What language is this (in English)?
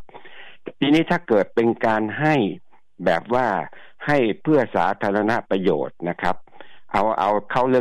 Thai